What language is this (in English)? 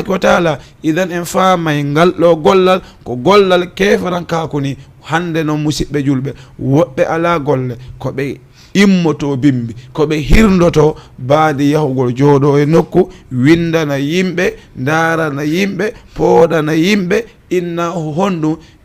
Fula